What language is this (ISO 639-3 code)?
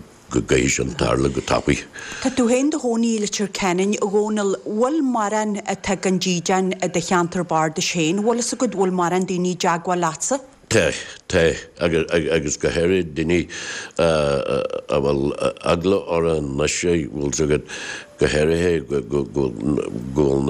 gle